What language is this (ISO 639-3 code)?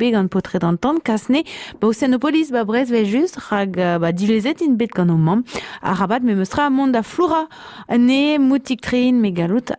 bre